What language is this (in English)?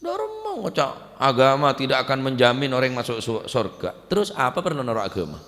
Madurese